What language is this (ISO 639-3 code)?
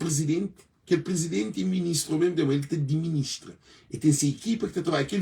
kea